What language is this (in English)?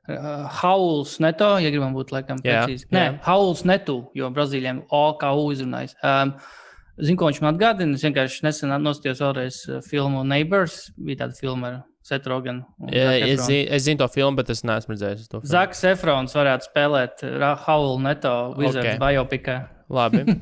Latvian